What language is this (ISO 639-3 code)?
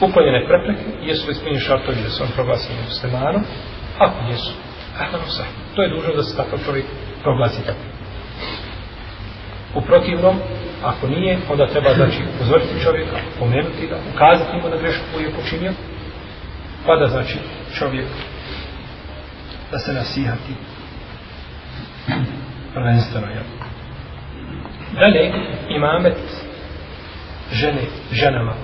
bos